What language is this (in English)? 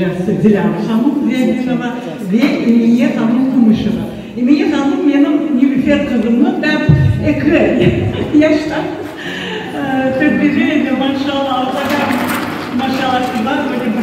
Crimean Tatar